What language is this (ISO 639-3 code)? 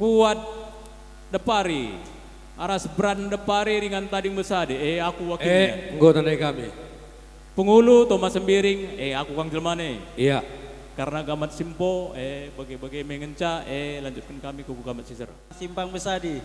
btx